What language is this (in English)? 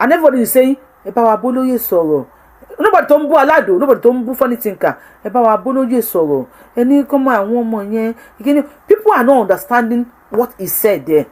Yoruba